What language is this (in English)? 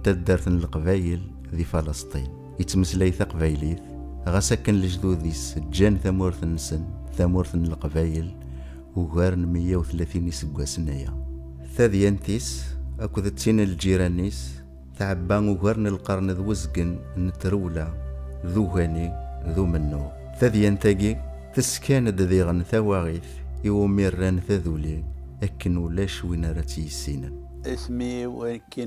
Kabyle